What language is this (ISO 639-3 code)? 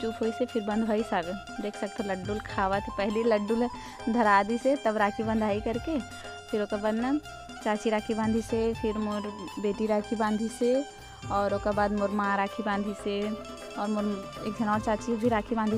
hne